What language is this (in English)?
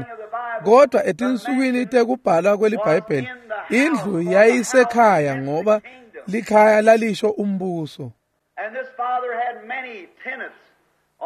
Swati